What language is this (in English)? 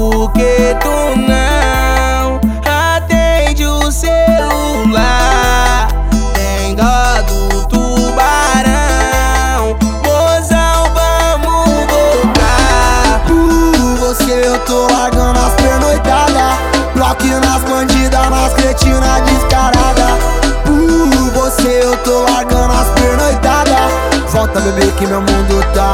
Portuguese